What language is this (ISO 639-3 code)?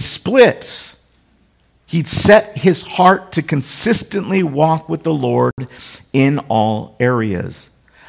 eng